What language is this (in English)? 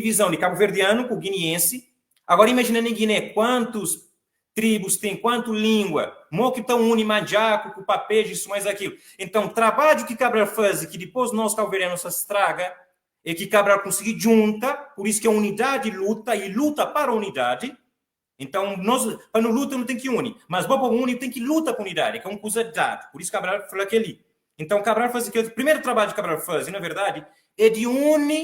Kabuverdianu